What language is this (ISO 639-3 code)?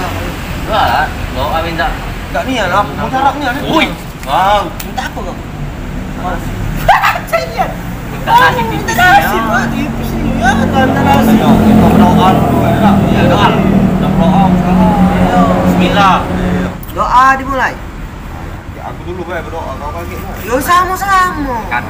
mui